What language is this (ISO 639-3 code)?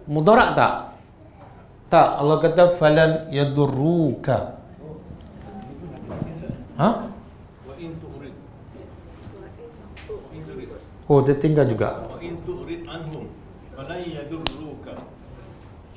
msa